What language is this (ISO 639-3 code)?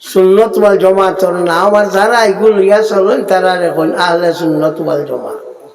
syl